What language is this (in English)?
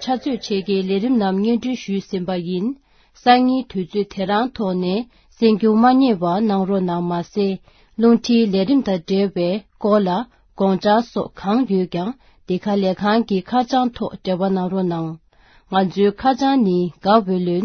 Tibetan